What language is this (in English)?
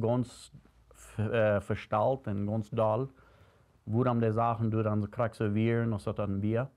Plautdietsch